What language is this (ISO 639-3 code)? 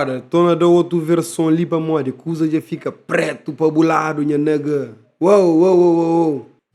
kea